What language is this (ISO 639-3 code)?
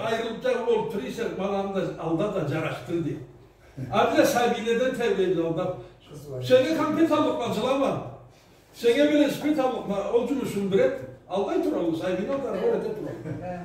krc